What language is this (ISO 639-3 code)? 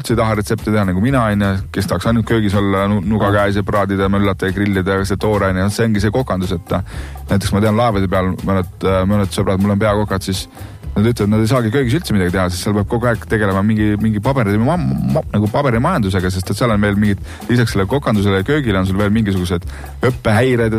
est